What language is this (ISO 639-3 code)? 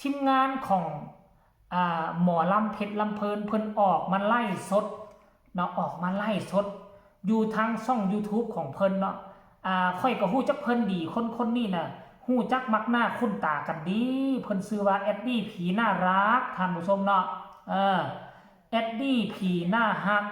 tts